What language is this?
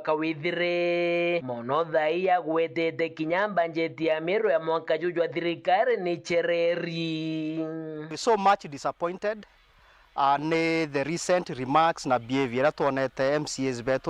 Meru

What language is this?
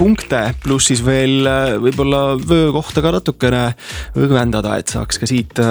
Estonian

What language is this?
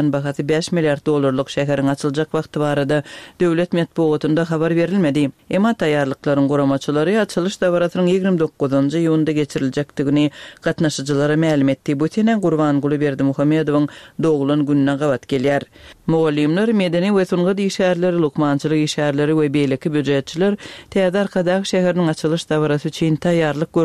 Turkmen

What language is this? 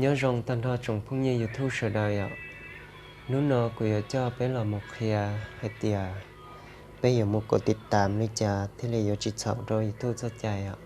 Hmong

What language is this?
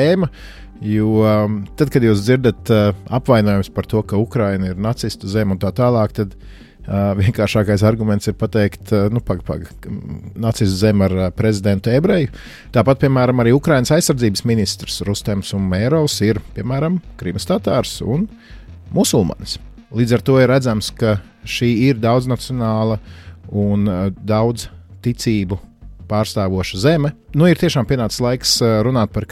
Latvian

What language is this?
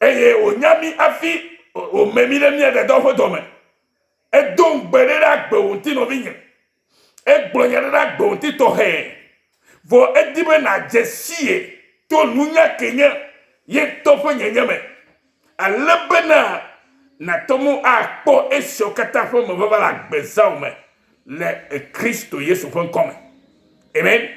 Ewe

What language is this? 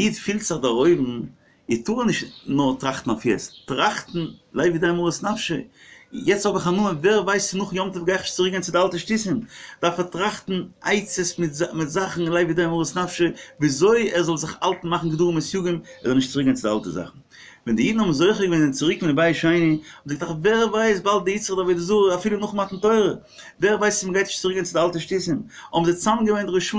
Yiddish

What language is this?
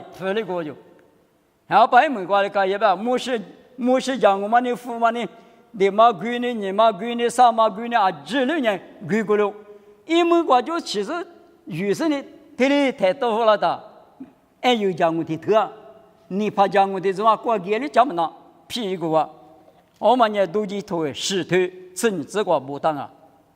Lisu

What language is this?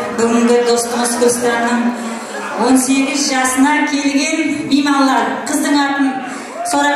Kara-Kalpak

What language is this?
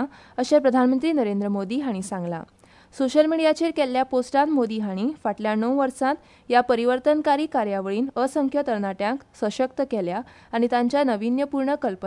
Konkani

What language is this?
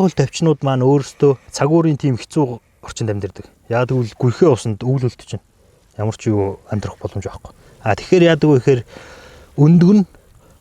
Mongolian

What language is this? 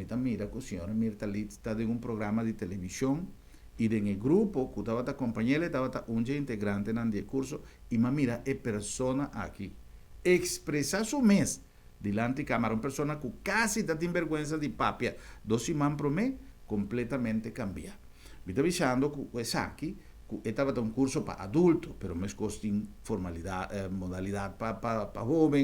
Papiamento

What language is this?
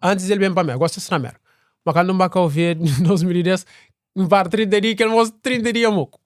Kabuverdianu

